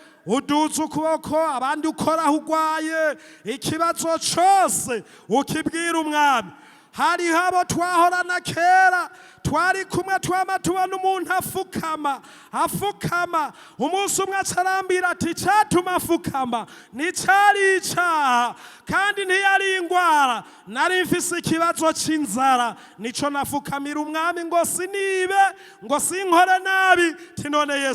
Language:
Rundi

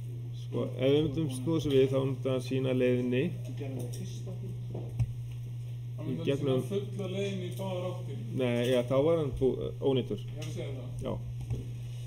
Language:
Icelandic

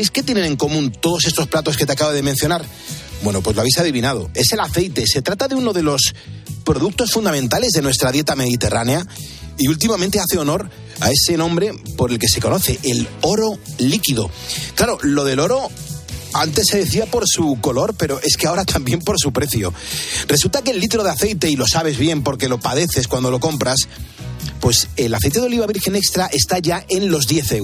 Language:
Spanish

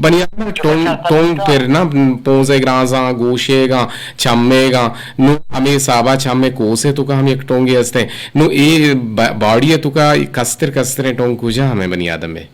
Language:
Eastern Balochi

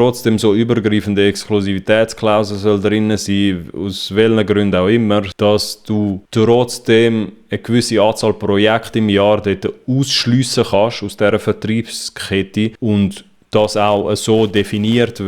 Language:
Swiss German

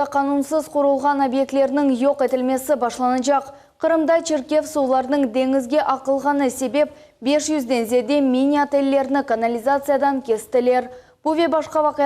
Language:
Crimean Tatar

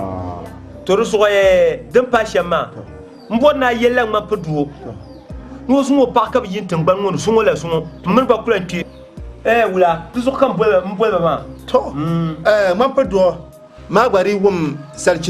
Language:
Dagbani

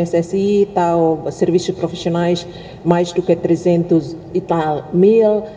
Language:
Tetum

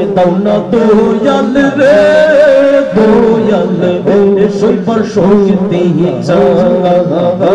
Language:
Bangla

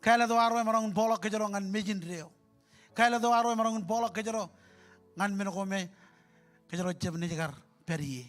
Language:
Marshallese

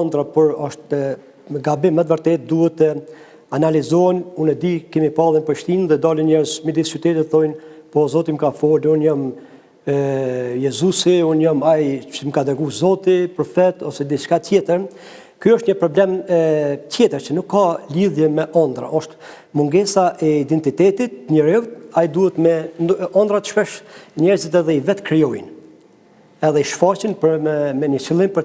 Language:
Albanian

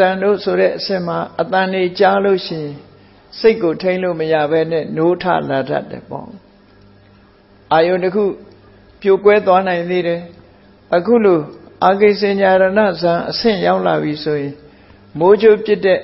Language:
Burmese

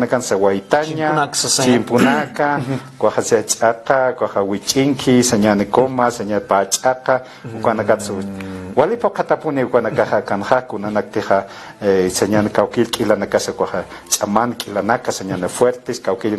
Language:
Aymara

